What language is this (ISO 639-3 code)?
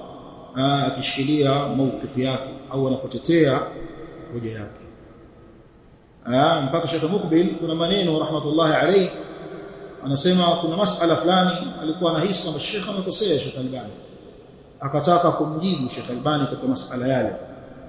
swa